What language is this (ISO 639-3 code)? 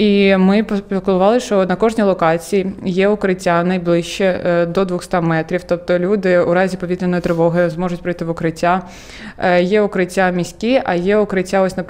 ukr